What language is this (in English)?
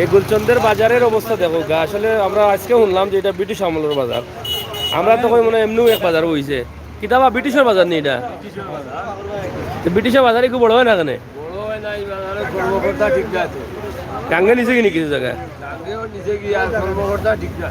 Sylheti